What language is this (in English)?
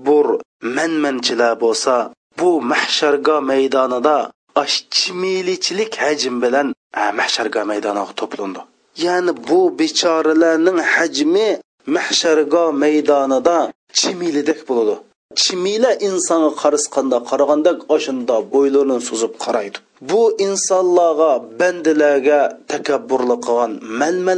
Uyghur